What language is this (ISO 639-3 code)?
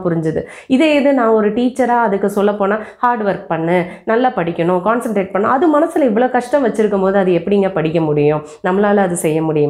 tam